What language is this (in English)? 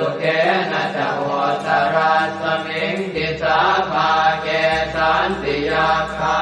Pali